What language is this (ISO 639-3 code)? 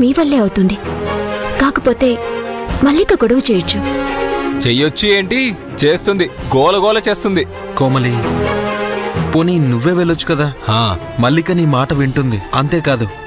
tel